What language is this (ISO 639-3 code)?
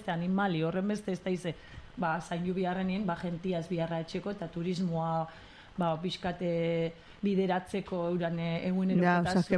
eus